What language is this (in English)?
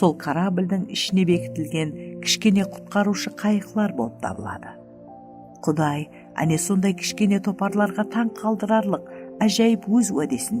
Kara-Kalpak